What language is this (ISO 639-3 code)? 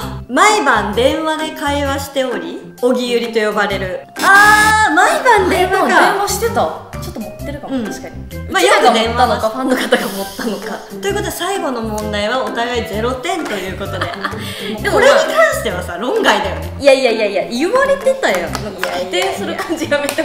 jpn